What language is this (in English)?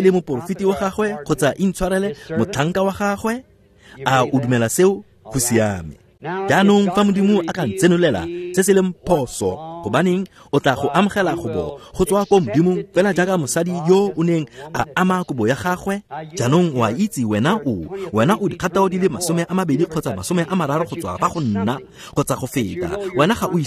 Tswana